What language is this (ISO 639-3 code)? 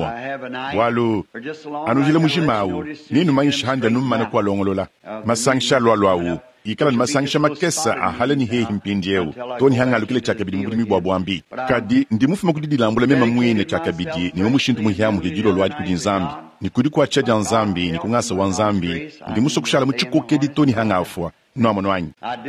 lua